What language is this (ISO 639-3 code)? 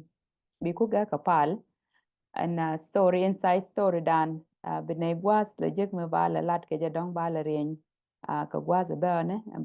nus